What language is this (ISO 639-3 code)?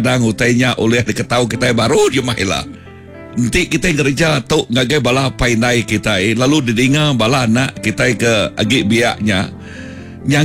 iba